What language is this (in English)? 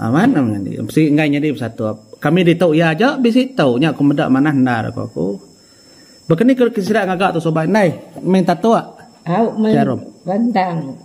Iban